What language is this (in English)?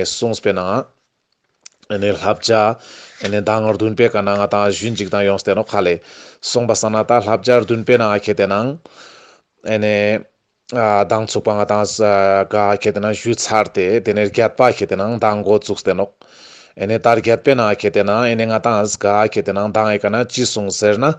Ladakhi